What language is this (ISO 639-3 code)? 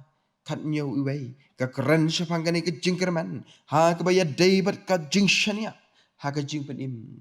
kha